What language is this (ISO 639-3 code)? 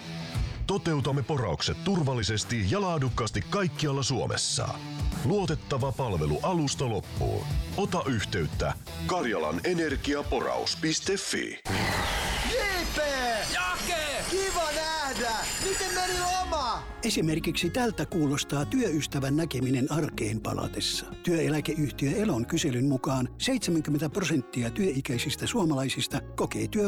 fin